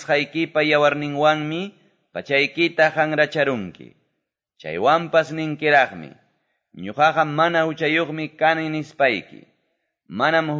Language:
Quechua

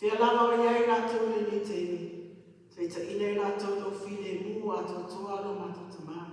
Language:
Samoan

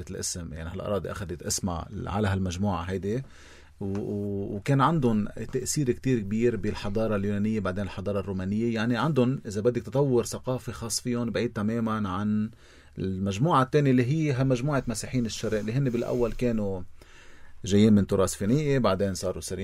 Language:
North Levantine Arabic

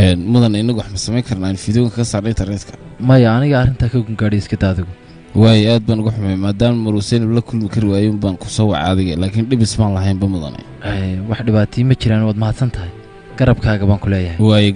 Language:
Somali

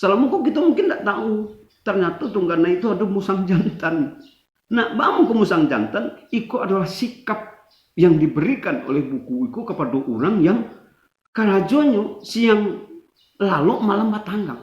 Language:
Minangkabau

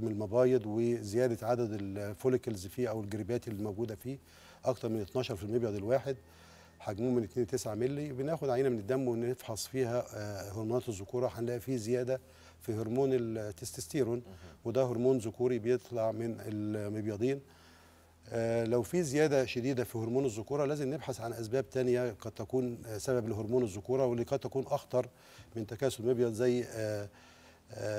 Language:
Egyptian Arabic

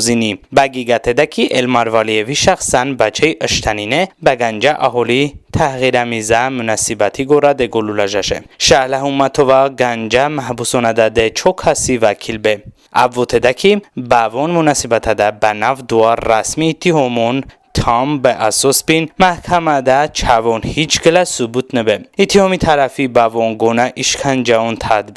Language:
Talysh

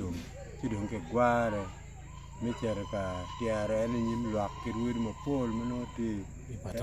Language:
Acoli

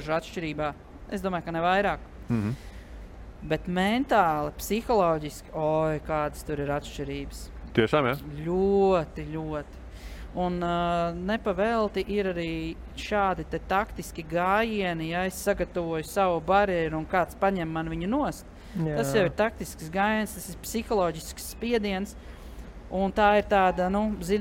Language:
Latvian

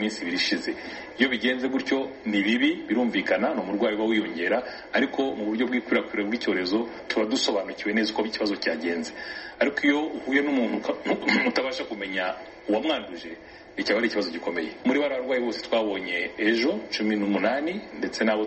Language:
Kinyarwanda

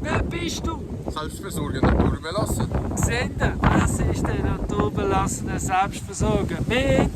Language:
Swiss German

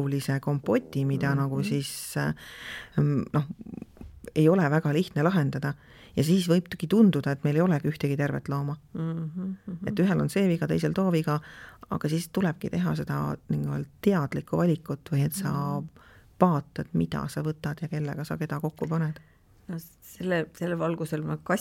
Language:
Estonian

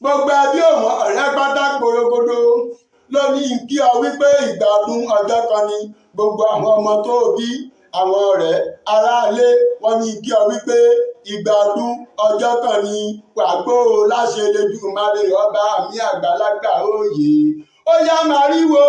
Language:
Yoruba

